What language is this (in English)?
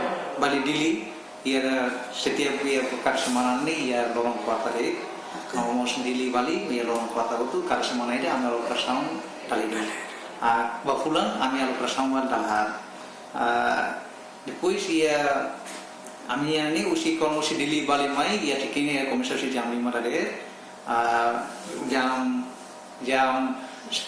Tetum